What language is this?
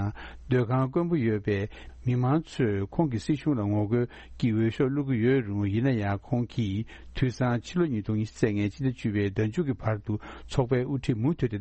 Tibetan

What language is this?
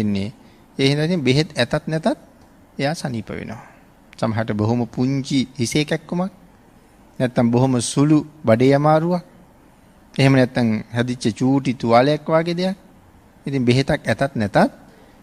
Sinhala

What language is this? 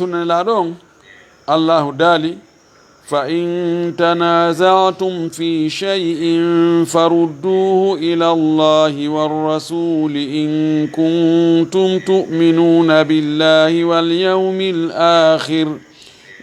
Fula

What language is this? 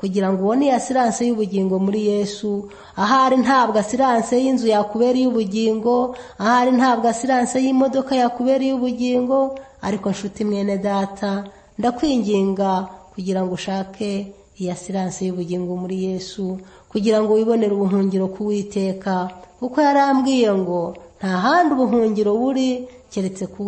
Kinyarwanda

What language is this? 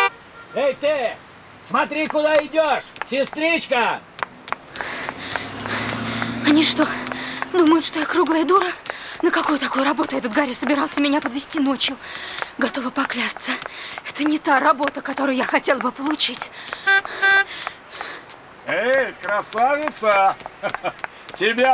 Russian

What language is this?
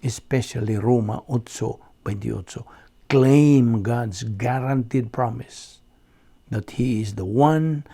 Cebuano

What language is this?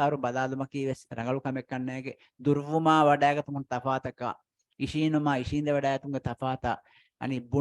Divehi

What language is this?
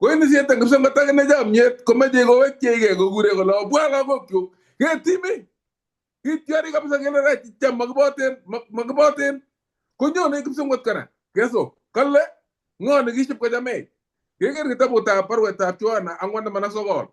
Kalenjin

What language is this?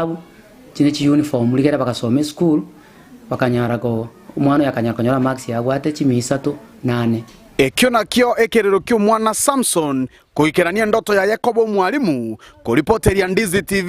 Gusii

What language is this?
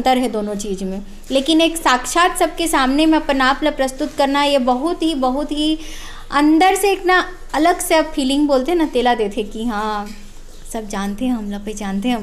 Chhattisgarhi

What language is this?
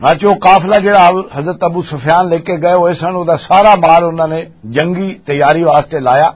Western Panjabi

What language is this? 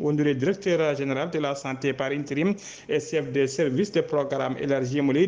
Fula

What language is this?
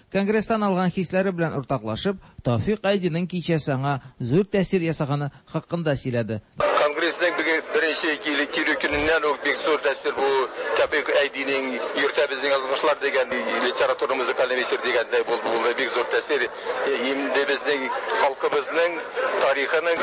Tatar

